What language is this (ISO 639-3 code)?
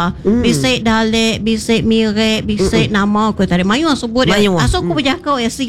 iba